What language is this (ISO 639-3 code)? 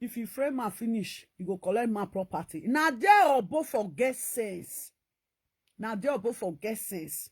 pcm